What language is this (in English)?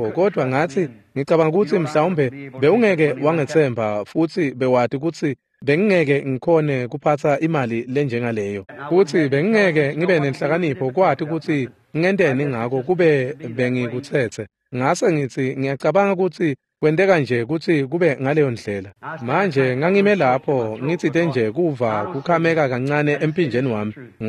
Swati